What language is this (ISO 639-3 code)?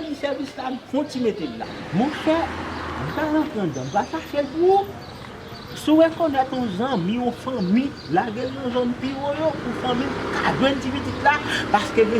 hat